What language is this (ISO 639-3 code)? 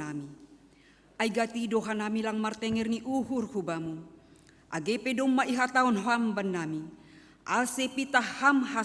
bts